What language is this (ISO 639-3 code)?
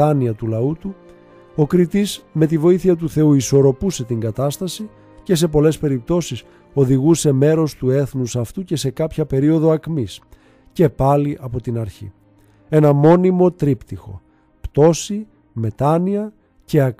ell